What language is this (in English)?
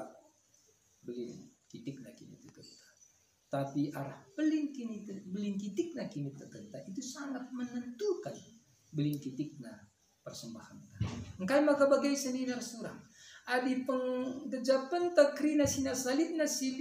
Batak Karo